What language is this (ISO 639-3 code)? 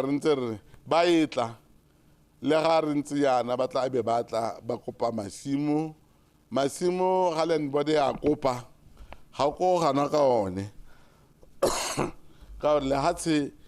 tsn